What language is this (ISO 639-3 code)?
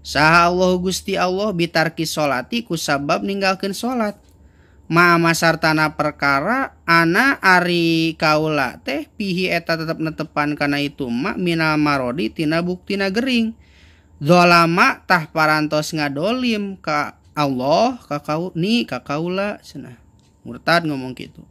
sun